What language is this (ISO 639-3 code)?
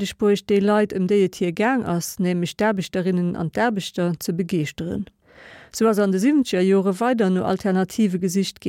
ltz